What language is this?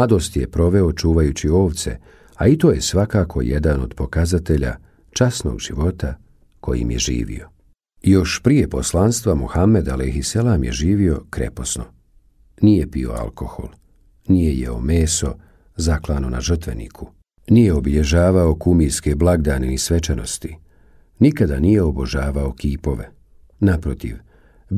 Bosnian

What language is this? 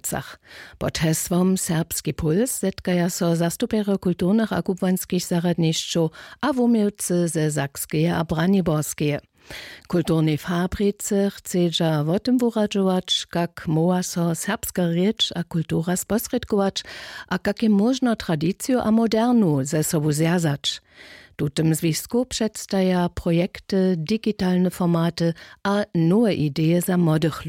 Upper Sorbian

